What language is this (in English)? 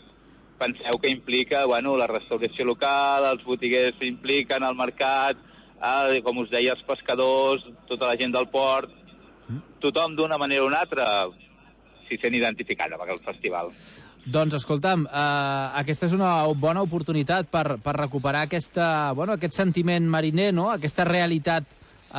Catalan